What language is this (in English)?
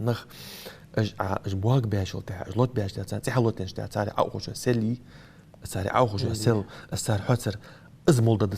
Ingush